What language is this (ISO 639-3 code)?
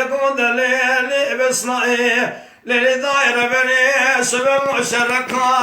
kur